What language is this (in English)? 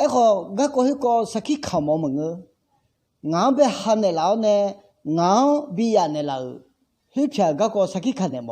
Akha